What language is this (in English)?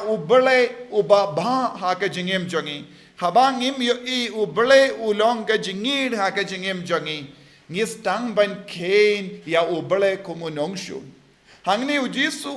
Khasi